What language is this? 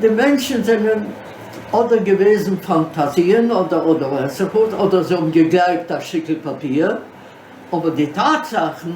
Yiddish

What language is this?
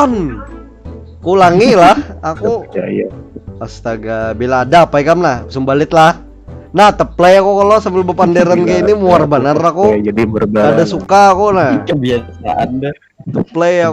Banjar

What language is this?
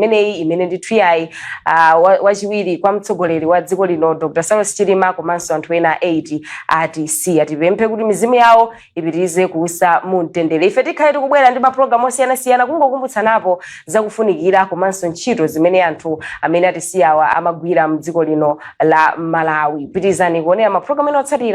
Nyanja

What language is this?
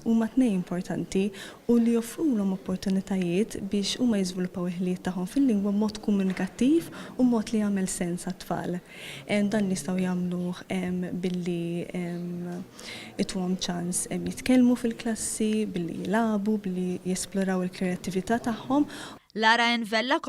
Maltese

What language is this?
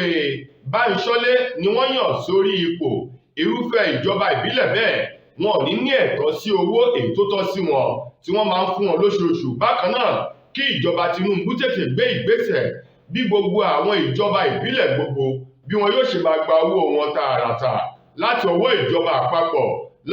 Yoruba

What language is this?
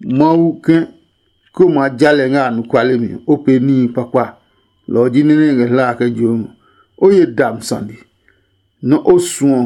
Adangme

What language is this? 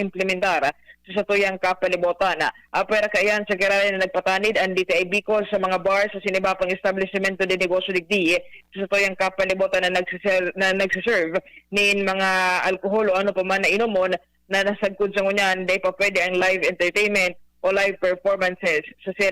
Bikol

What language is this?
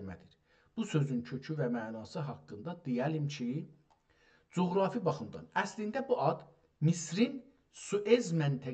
South Azerbaijani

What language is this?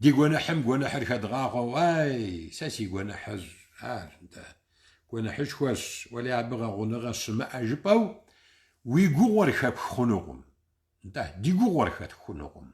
Kabardian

